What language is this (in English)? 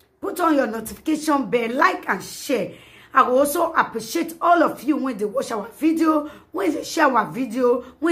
Nigerian Pidgin